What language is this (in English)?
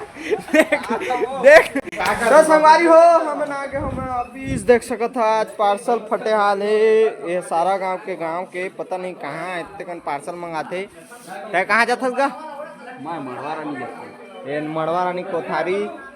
Chhattisgarhi